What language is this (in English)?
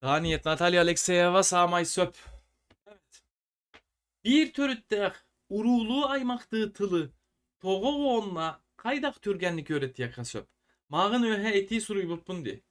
Yakut